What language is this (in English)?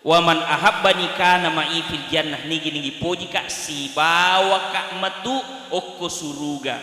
Buginese